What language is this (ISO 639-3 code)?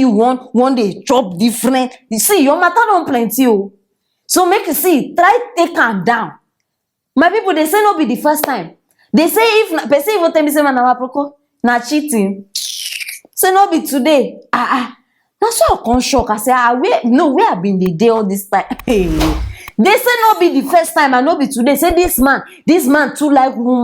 pcm